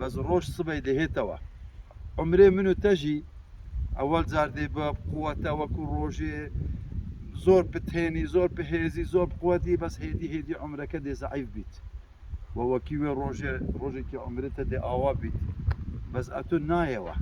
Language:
Kurdish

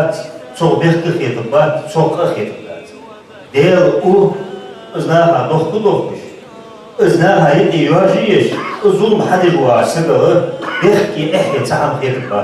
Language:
Ingush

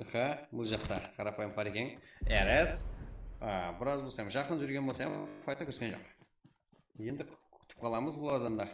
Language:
Kara-Kalpak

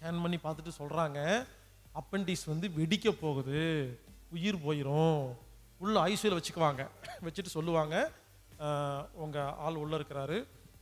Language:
Tamil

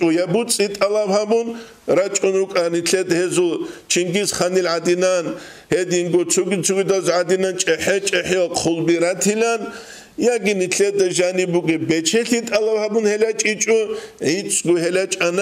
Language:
Avaric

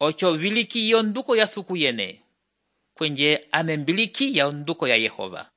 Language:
Umbundu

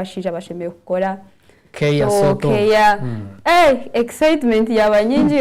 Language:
Nyankole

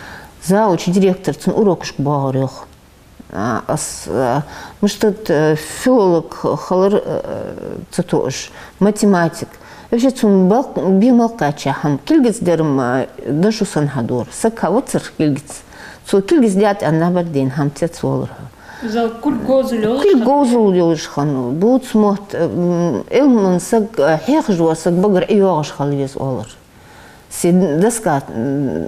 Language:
Ingush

